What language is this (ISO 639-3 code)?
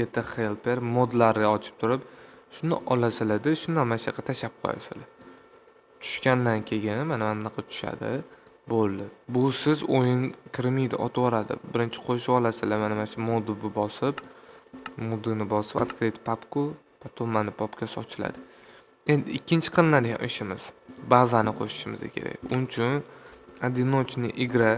uzb